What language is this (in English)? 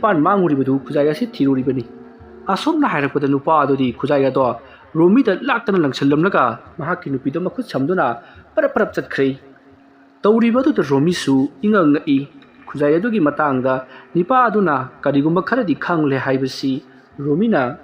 Manipuri